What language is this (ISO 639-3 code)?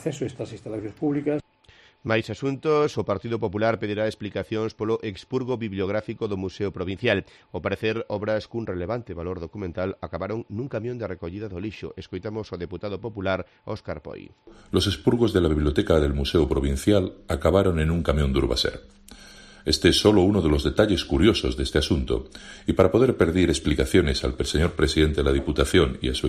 glg